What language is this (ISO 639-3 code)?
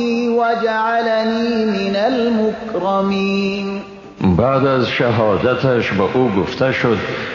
fas